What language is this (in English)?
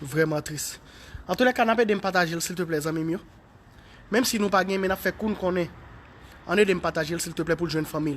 Haitian Creole